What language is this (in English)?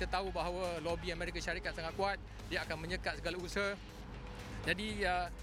Malay